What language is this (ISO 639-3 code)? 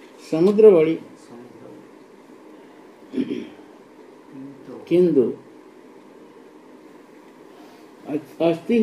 ori